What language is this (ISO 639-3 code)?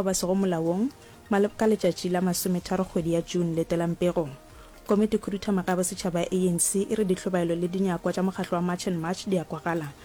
nso